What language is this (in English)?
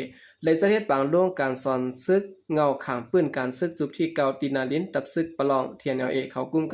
Shan